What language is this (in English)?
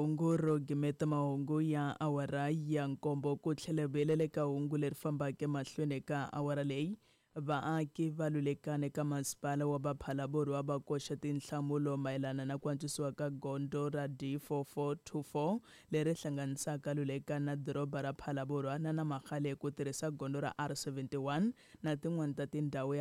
Tsonga